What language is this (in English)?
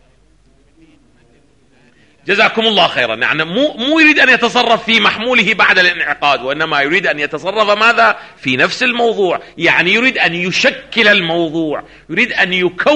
Arabic